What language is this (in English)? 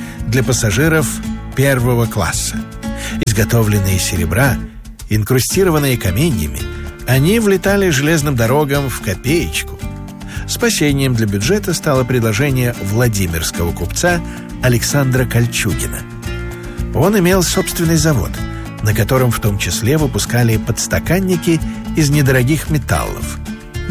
Russian